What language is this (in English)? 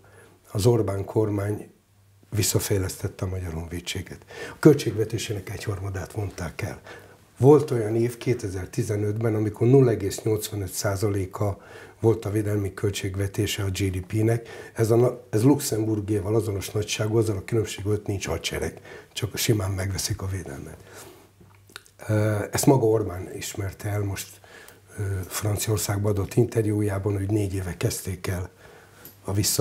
Hungarian